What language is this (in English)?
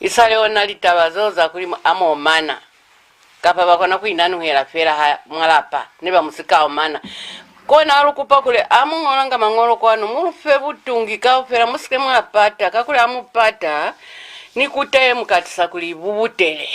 Lozi